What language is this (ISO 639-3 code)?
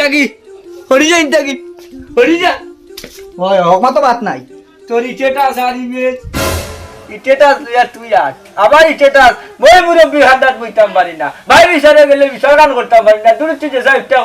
syl